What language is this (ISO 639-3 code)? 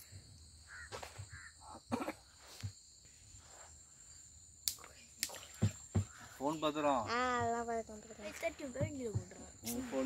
tam